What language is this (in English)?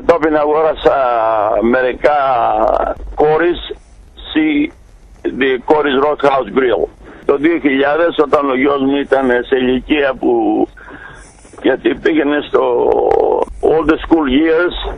Greek